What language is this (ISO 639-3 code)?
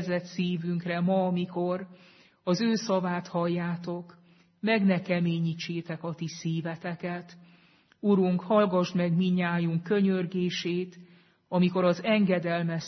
hun